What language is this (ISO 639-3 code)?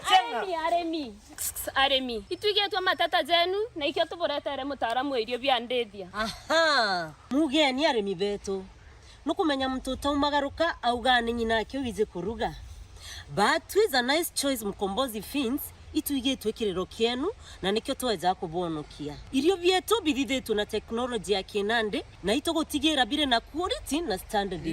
mer